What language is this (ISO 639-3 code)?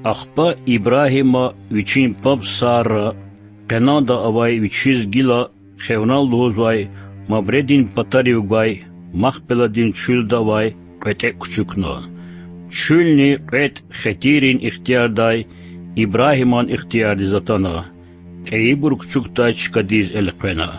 lez